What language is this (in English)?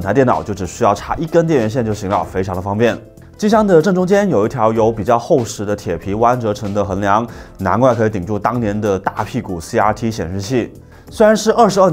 Chinese